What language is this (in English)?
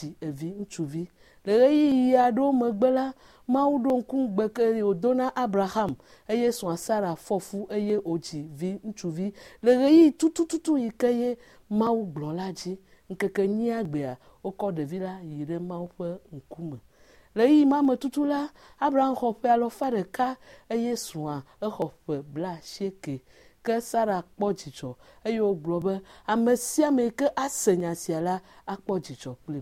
Ewe